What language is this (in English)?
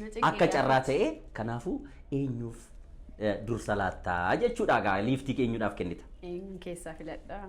Oromo